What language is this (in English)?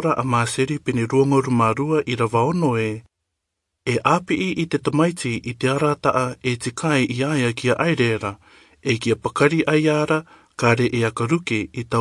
Rarotongan